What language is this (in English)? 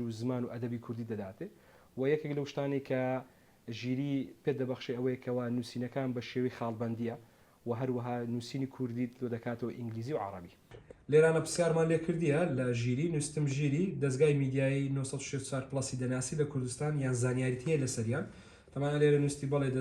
Central Kurdish